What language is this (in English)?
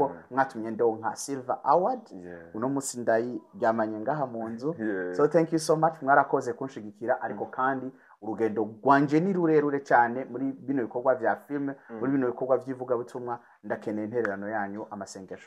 Rundi